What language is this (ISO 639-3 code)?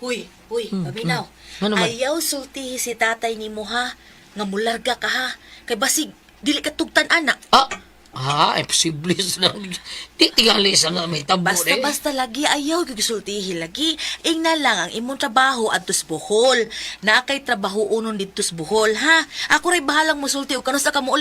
ceb